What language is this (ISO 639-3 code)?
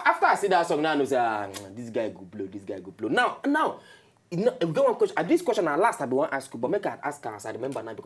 pcm